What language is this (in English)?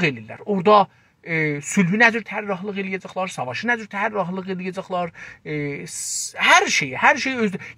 South Azerbaijani